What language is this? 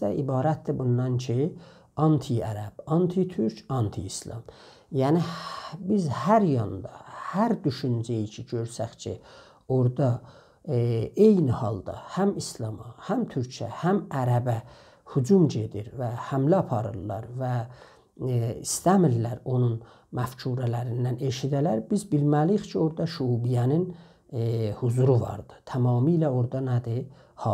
South Azerbaijani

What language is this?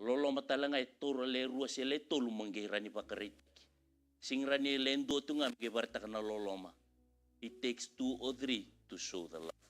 Fijian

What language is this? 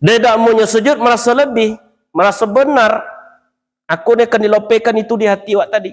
Minangkabau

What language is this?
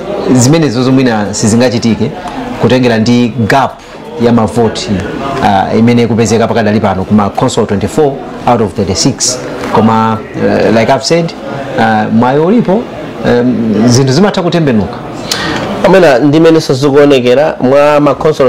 Nyanja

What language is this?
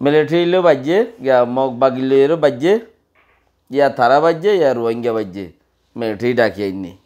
Rohingya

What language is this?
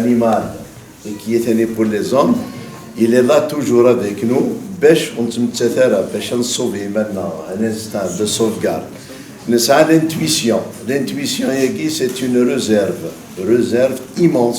Kabyle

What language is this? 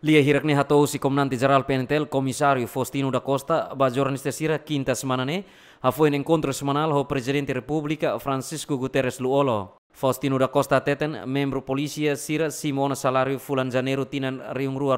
Tetum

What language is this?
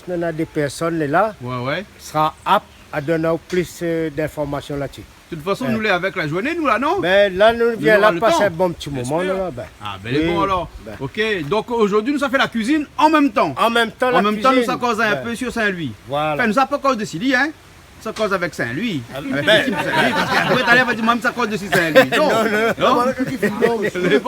Réunion Creole French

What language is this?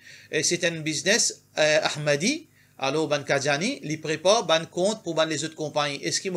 Morisyen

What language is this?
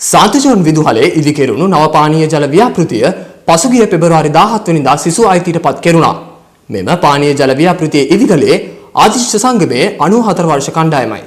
Sinhala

